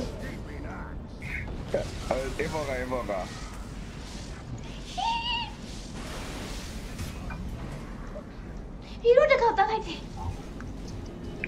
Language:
Burmese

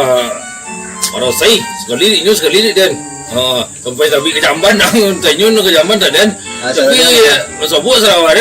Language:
Minangkabau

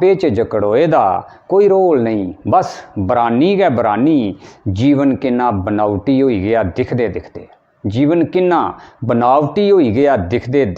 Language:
Dogri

